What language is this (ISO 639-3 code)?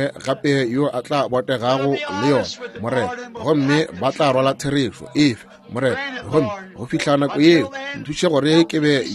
nso